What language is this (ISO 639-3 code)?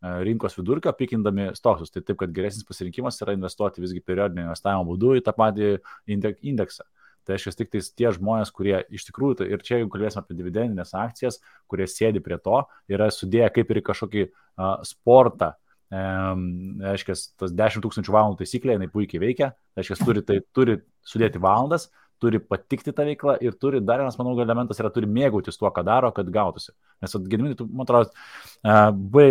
lit